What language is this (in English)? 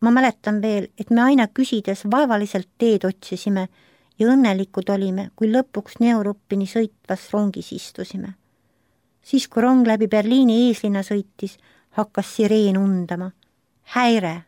Estonian